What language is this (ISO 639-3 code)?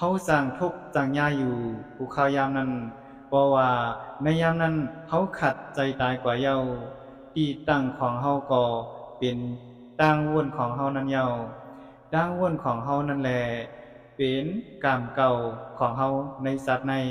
shn